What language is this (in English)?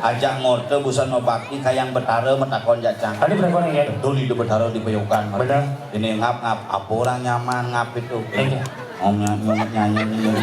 Balinese